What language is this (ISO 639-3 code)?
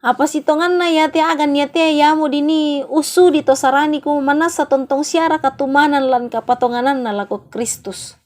sda